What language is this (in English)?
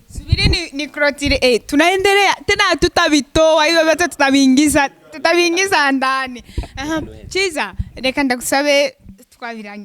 Rundi